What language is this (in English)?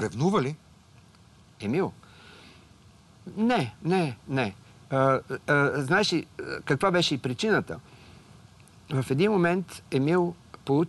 Bulgarian